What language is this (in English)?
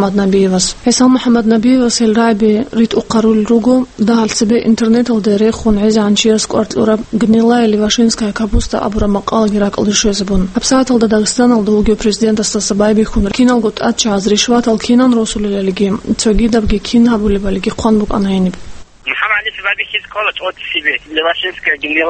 Avaric